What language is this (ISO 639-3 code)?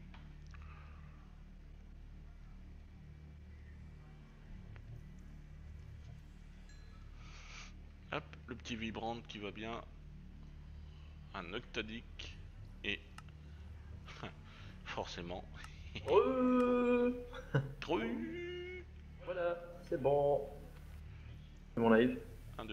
fra